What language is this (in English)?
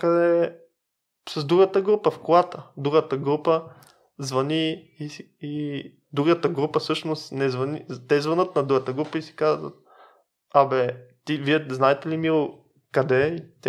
Bulgarian